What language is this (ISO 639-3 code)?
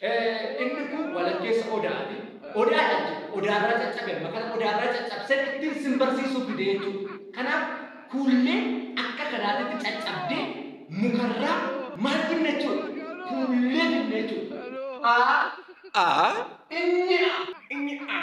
orm